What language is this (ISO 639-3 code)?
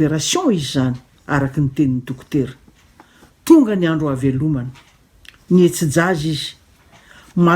mlg